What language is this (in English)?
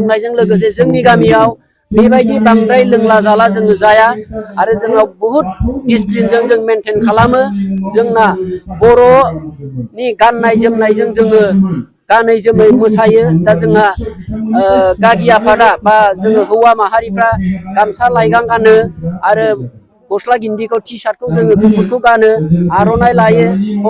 Bodo